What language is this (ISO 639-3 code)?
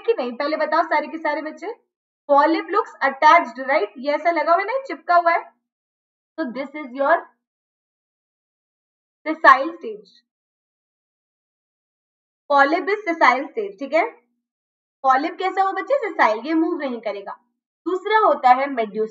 hin